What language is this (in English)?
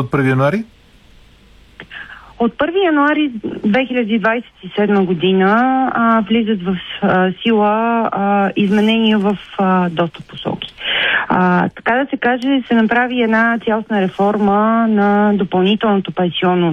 Bulgarian